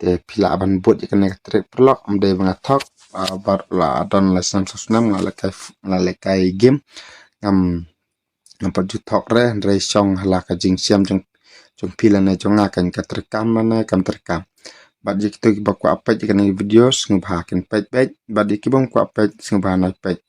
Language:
Khasi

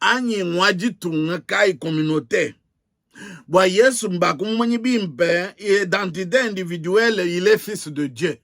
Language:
Luba-Lulua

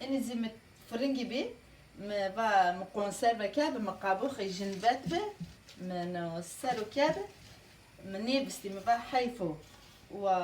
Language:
Zaza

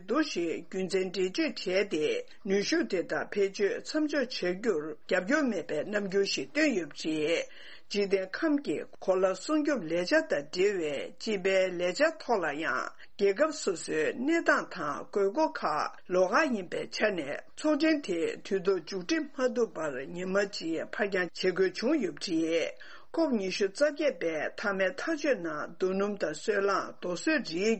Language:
Tibetan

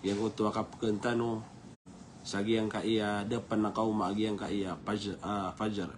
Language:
Maranao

